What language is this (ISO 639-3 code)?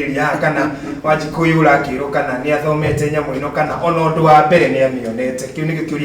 kik